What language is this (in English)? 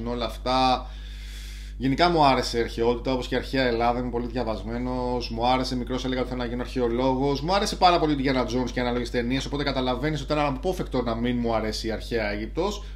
Greek